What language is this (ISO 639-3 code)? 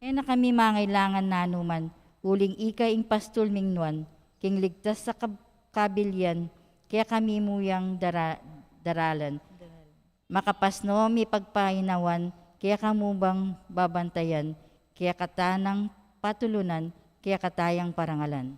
pam